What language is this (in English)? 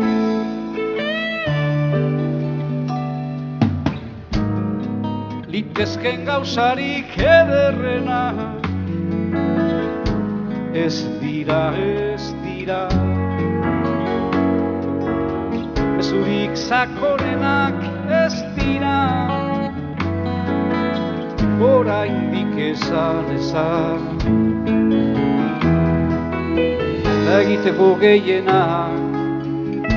Basque